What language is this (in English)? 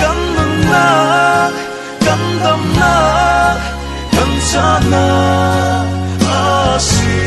Falam Chin